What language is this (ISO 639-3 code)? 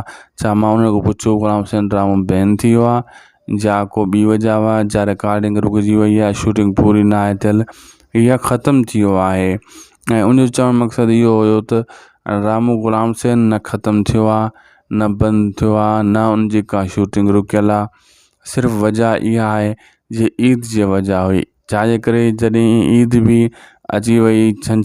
snd